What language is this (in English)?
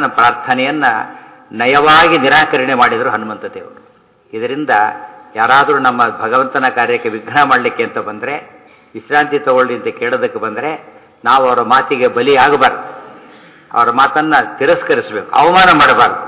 Kannada